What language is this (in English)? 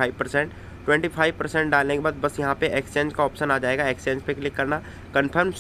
Hindi